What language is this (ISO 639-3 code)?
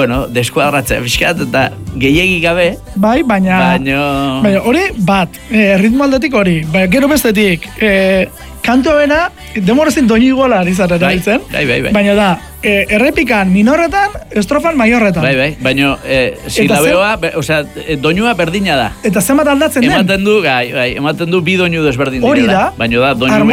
eus